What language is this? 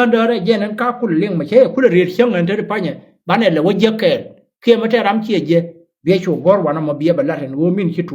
Nuer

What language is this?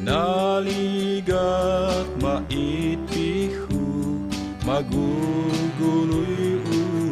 Tuwali Ifugao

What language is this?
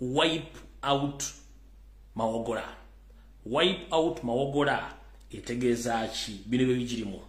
Ganda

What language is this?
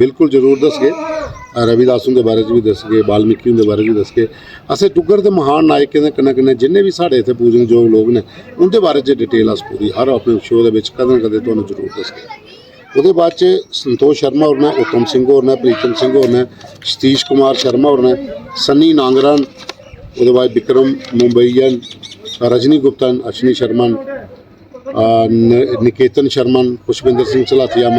Dogri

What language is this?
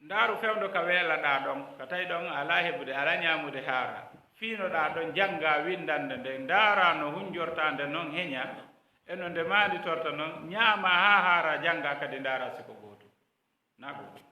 Fula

